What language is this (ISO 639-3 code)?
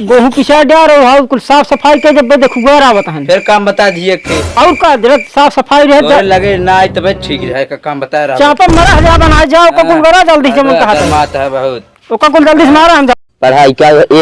awa